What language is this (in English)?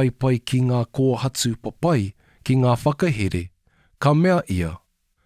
Māori